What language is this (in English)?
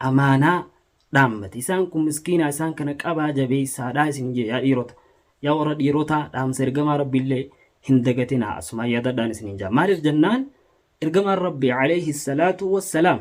Oromo